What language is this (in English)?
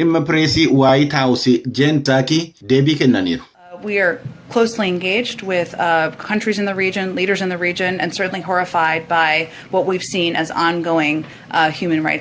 Oromo